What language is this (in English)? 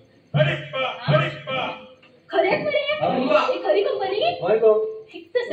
Konkani